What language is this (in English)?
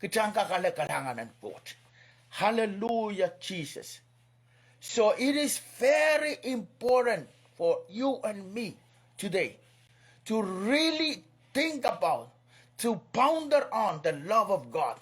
Pohnpeian